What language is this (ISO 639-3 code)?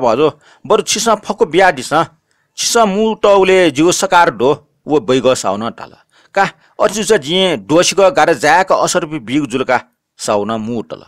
new